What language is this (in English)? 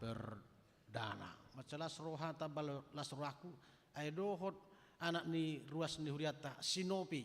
Batak Toba